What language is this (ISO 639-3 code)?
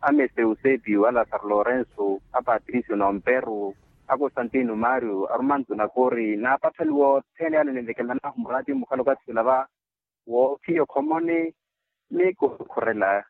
vmw